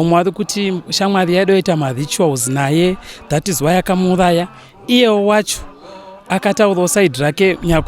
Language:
Shona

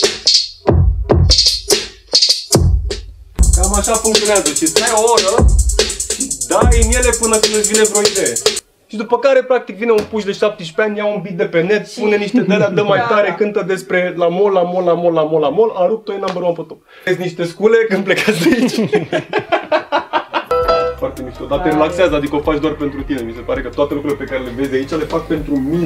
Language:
Romanian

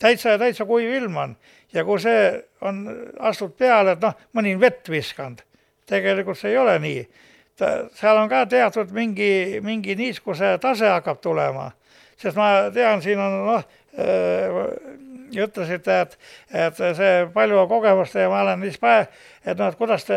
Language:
Estonian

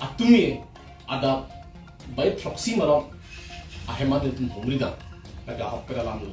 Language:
Karbi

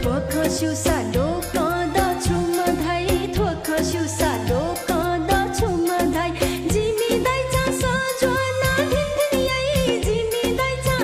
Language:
Newari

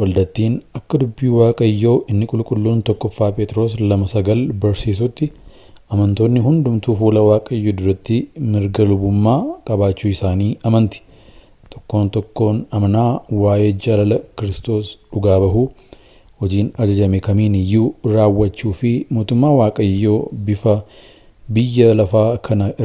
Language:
Oromo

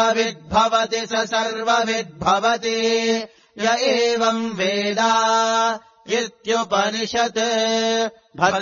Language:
Sanskrit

